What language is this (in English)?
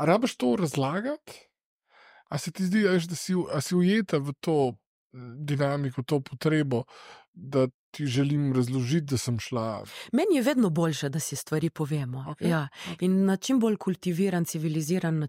Slovenian